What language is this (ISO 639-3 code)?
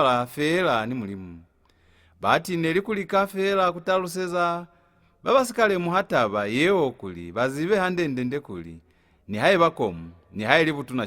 loz